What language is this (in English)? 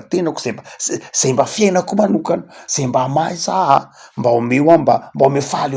Malagasy